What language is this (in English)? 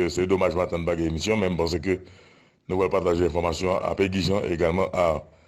Haitian Creole